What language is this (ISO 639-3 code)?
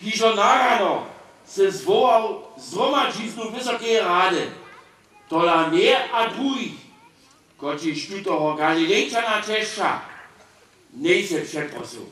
hsb